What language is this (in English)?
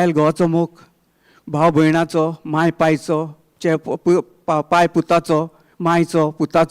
Konkani